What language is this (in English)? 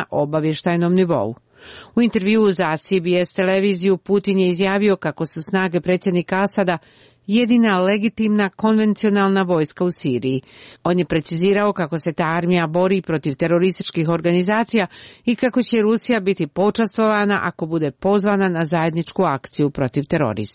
Croatian